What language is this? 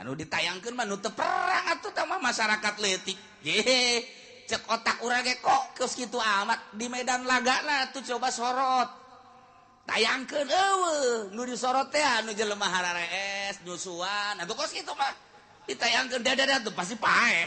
Sundanese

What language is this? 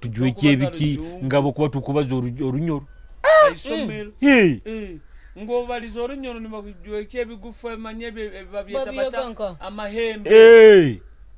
Nyoro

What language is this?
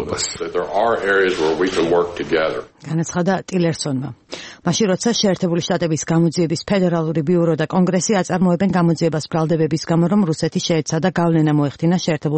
Georgian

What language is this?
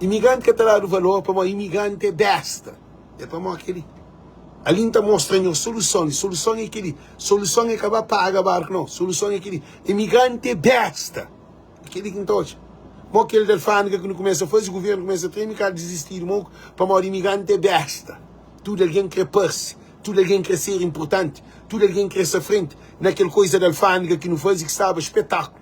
Kabuverdianu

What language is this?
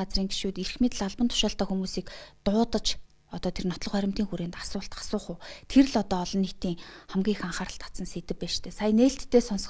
Mongolian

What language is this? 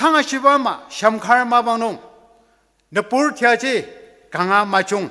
Ao Naga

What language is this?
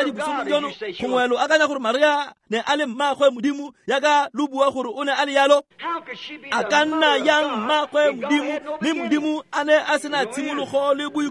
Tswana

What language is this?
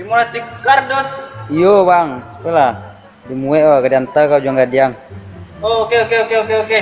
Minangkabau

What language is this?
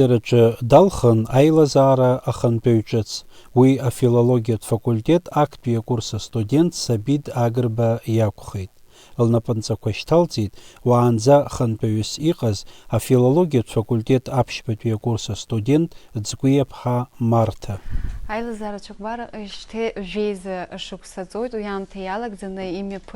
Abkhazian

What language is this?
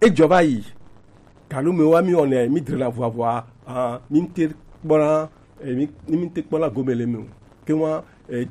Gen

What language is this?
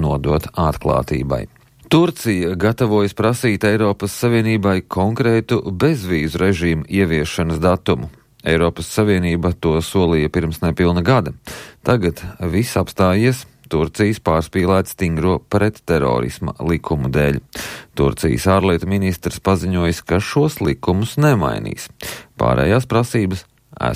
Latvian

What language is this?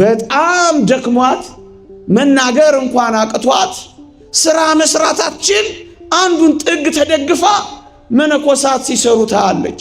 Amharic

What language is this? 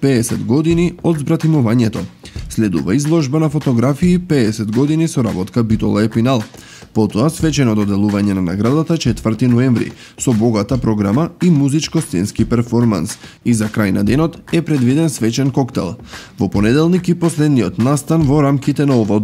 Macedonian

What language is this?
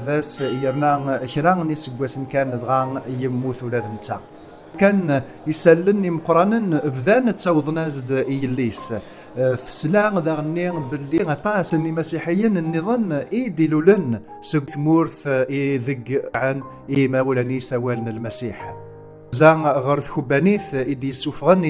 Kabyle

